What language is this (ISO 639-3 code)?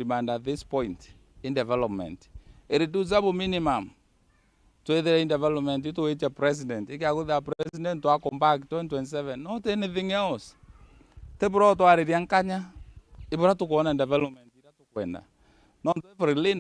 mer